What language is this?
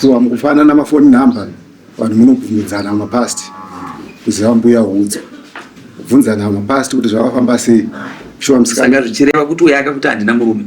Shona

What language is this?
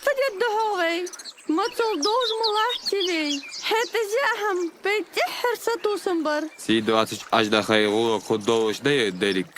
Ingush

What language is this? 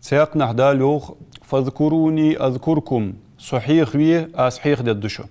Ingush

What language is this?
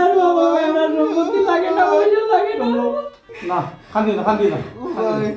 Sylheti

